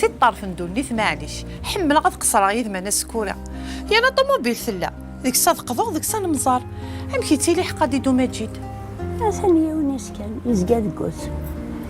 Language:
Kabyle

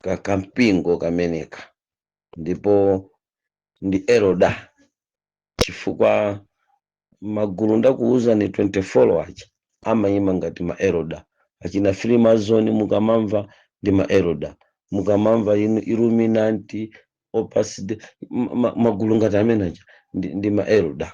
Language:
Nyanja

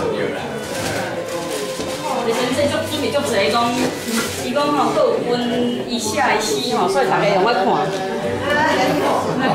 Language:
Min Nan Chinese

